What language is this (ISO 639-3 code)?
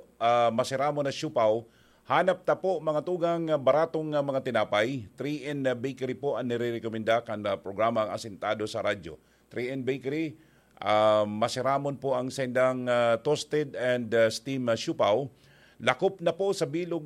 bik